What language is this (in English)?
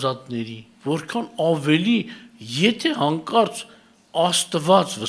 Armenian